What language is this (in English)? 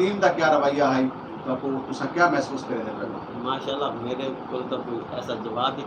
Saraiki